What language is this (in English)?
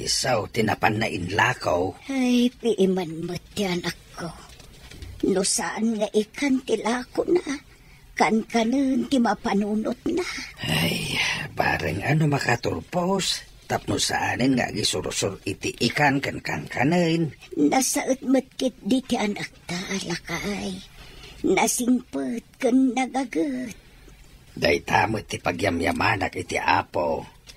Iloko